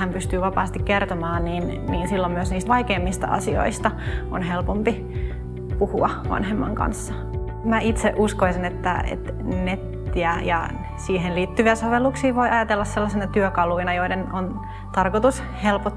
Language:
Finnish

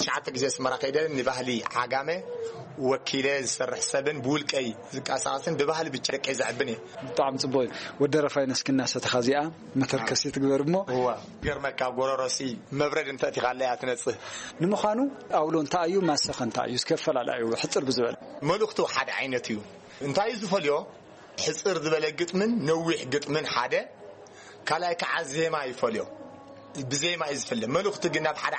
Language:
Tigrinya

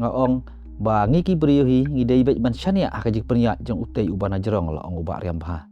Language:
Khasi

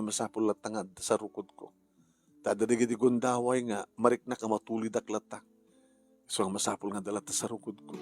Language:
Iloko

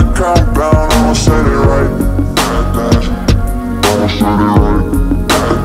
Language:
English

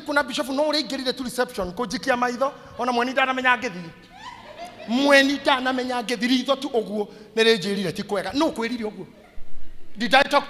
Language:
Kikuyu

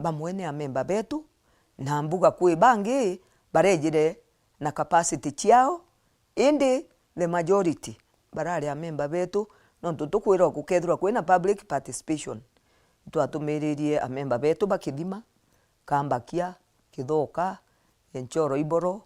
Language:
Meru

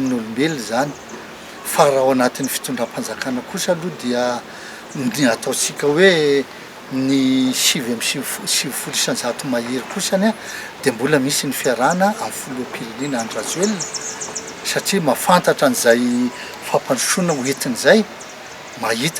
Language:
Malagasy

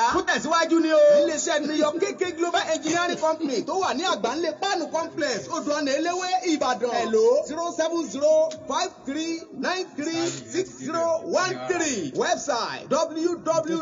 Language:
Yoruba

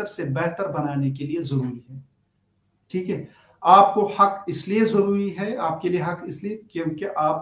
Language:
Urdu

